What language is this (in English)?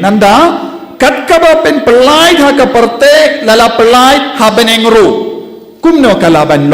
Khasi